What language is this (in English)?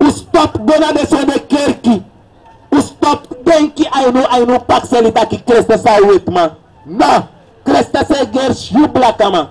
Sranan Tongo